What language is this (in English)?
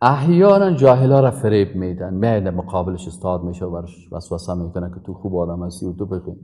Persian